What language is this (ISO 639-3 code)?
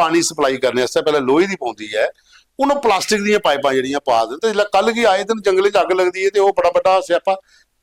doi